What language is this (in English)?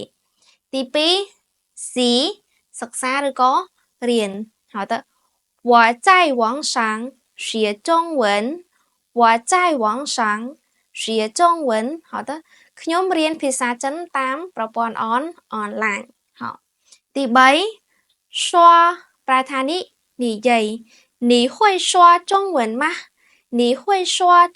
Khmer